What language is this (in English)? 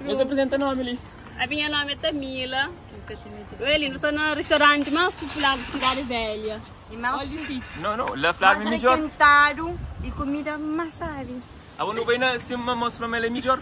Kabuverdianu